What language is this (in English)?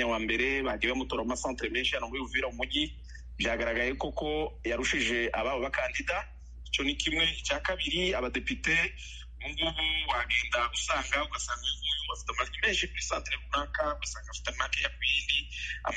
Kinyarwanda